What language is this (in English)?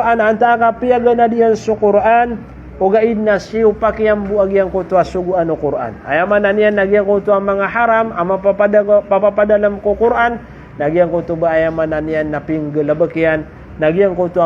Maranao